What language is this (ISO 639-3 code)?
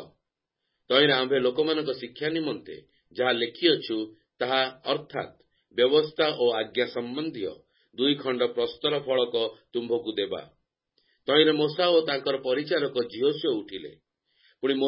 ori